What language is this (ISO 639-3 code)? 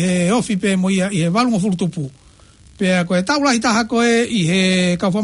ton